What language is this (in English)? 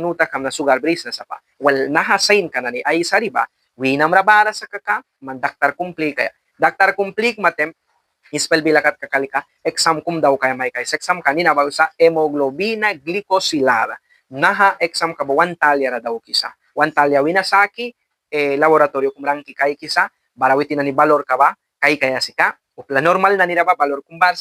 Mískito